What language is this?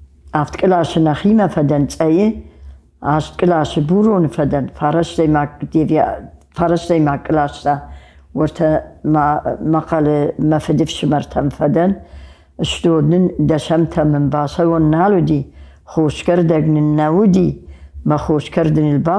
Ossetic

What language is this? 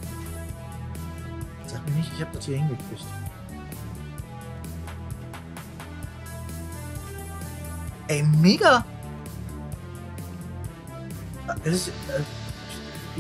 German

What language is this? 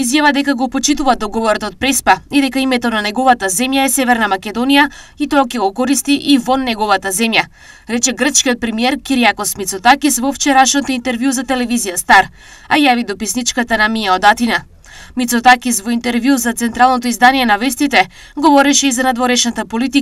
Macedonian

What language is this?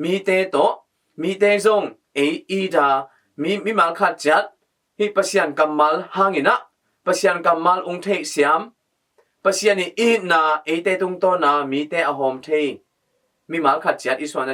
Tedim Chin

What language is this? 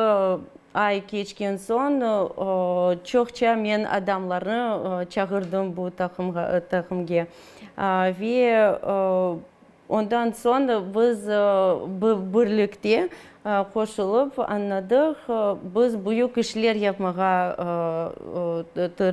Crimean Tatar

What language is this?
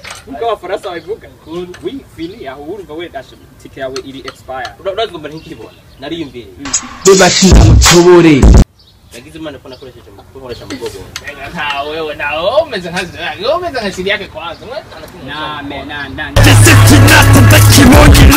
Kinyarwanda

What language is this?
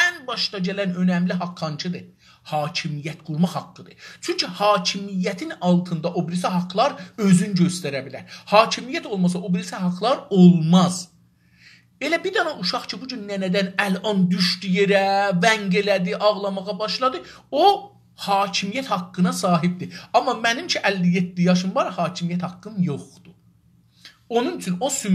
South Azerbaijani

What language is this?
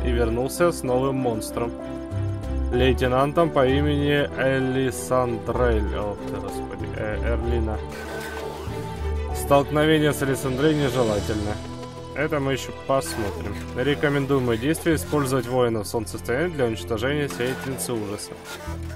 Russian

